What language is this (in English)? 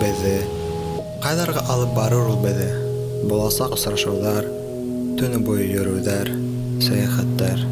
Bashkir